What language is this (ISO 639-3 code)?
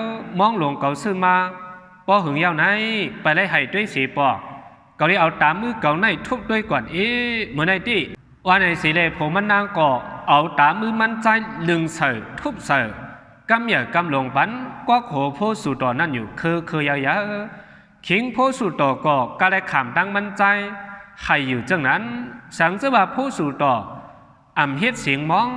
shn